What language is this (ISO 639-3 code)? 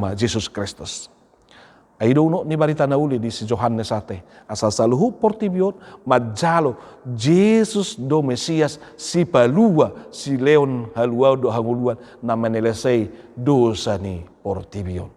bbc